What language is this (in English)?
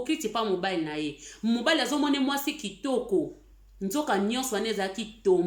Lingala